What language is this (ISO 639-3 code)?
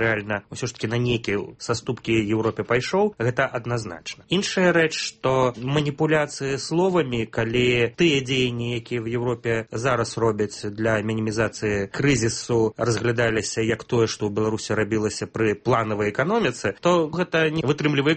bel